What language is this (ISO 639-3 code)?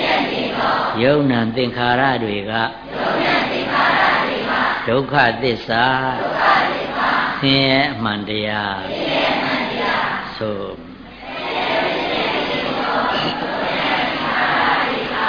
mya